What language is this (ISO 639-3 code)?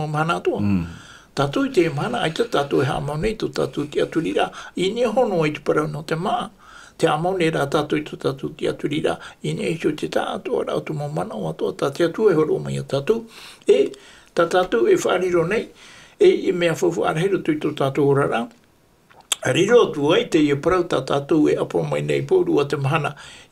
tah